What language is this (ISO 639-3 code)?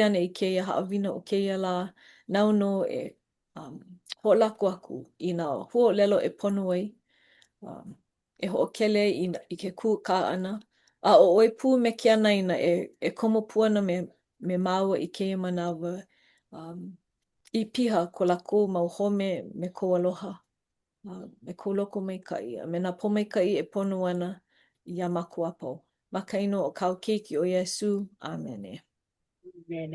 haw